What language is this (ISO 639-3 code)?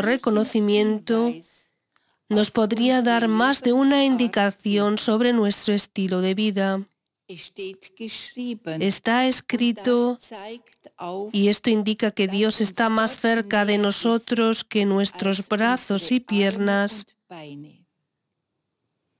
spa